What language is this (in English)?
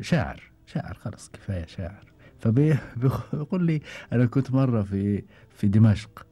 Gulf Arabic